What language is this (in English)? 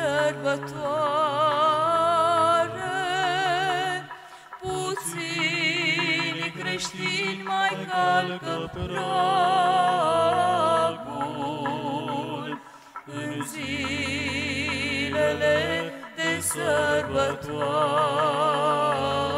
Romanian